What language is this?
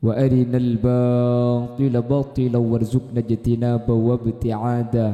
Madurese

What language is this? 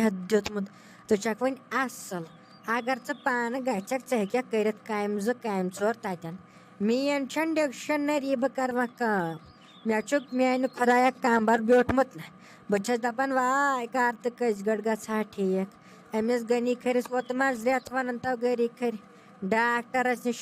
Kashmiri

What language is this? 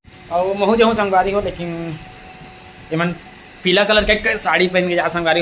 Chhattisgarhi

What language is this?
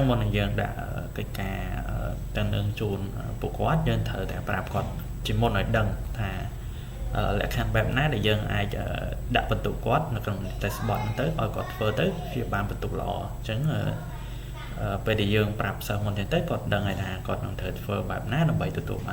Khmer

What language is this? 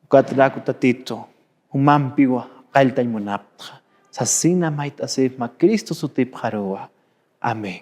Aymara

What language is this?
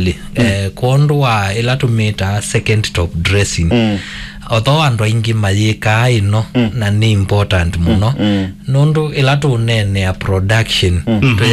Kamba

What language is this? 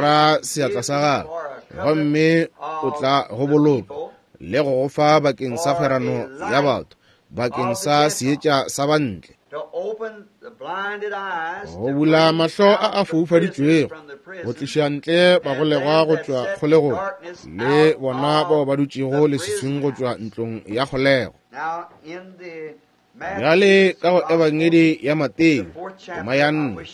Northern Sotho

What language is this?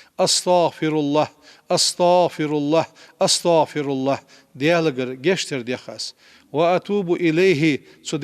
Ingush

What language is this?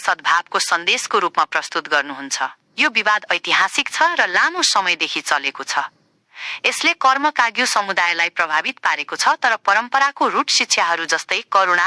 Nepali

